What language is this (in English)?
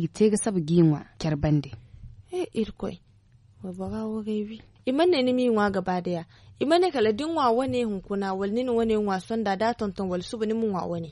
Zarma